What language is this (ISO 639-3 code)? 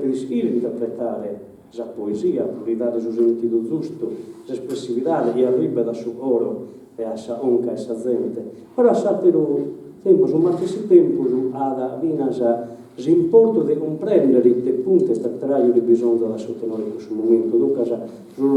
srd